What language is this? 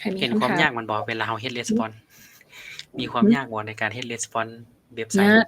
Lao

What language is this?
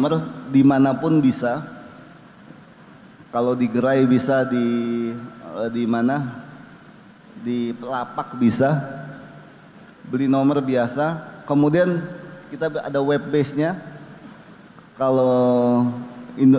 Indonesian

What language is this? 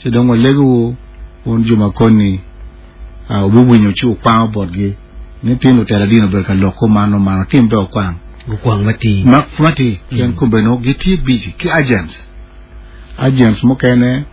Acoli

